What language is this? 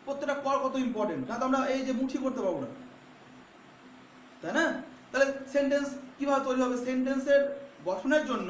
Bangla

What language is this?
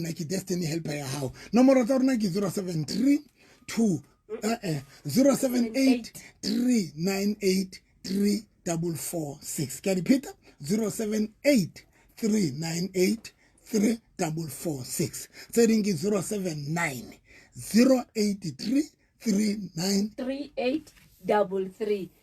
Southern Sotho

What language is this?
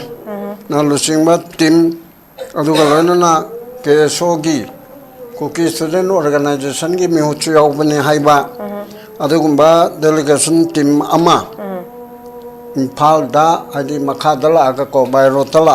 Manipuri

